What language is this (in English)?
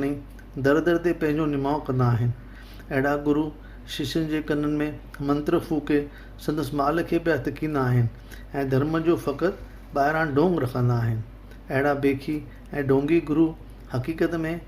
Sindhi